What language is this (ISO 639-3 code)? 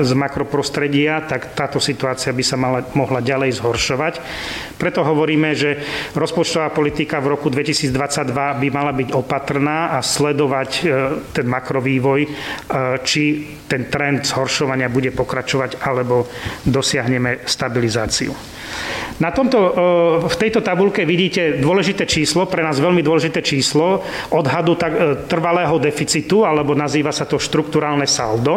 slk